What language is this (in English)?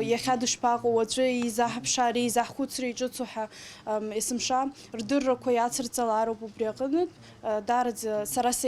Abkhazian